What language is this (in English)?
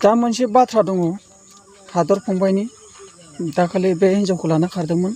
Bodo